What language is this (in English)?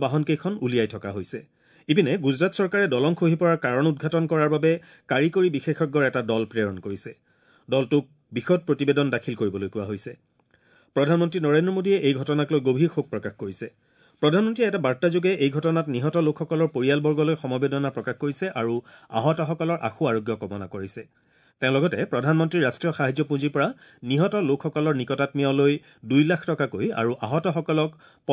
Assamese